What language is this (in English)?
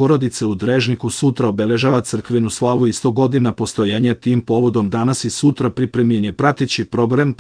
Serbian